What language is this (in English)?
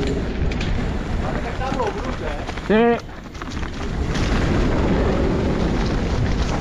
Catalan